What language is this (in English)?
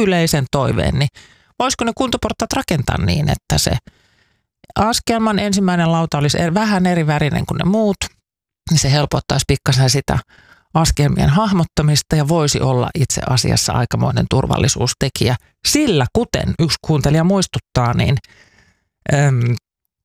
Finnish